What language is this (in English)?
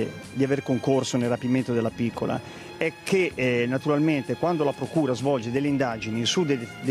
Italian